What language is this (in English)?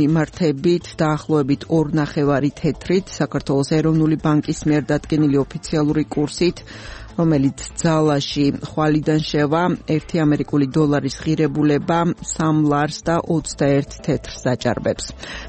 Georgian